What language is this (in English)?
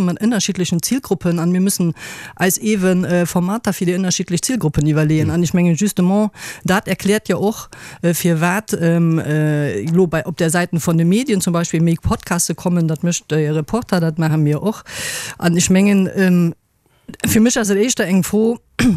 Luxembourgish